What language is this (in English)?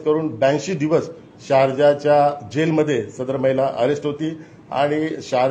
Marathi